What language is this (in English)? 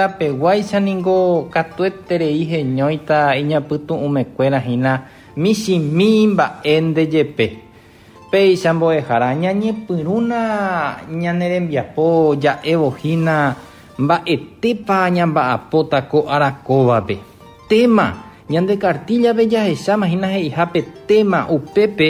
Guarani